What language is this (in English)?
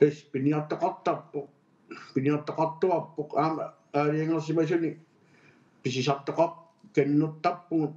Kalaallisut